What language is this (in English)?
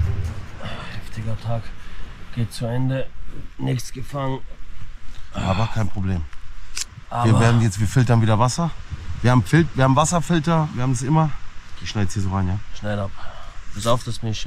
German